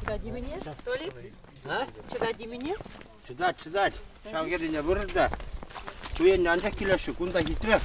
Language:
Chuvash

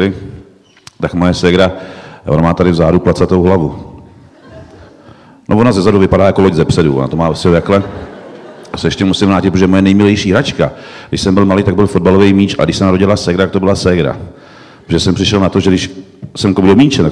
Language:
Czech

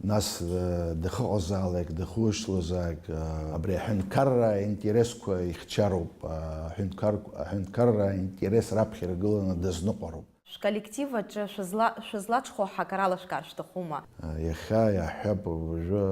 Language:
Abkhazian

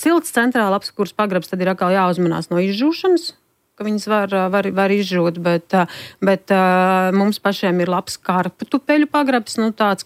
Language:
Latvian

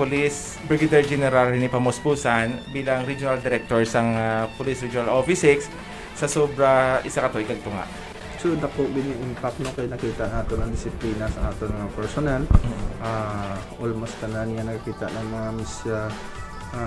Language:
Hiligaynon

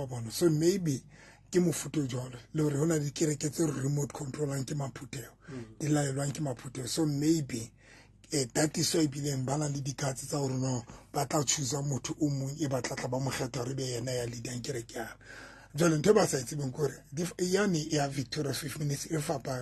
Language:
Southern Sotho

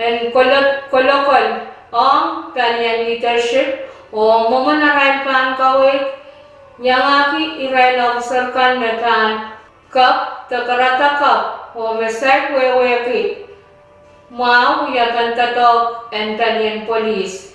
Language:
Pohnpeian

